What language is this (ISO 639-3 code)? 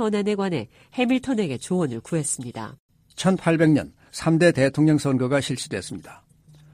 kor